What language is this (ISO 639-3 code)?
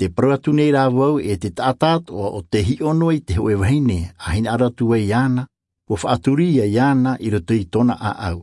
tah